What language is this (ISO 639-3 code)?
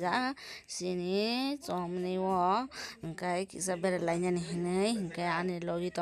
trp